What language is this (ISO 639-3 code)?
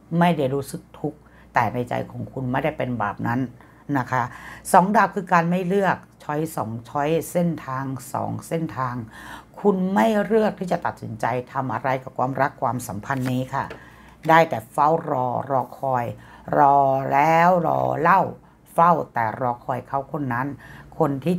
tha